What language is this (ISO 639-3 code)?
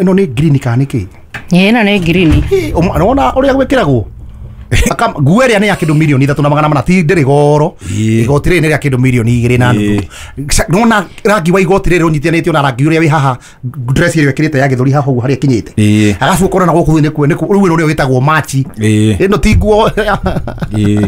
kik